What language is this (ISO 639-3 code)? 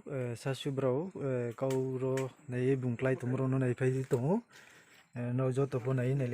ria